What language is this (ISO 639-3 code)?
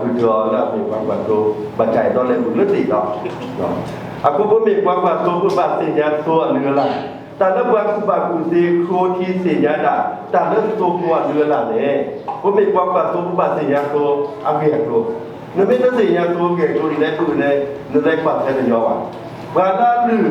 ksw